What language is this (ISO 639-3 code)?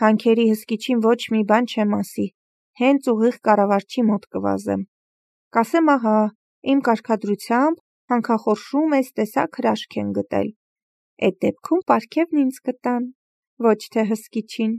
hye